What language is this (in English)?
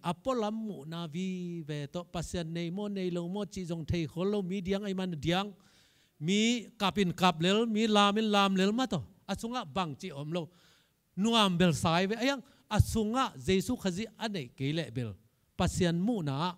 Tedim Chin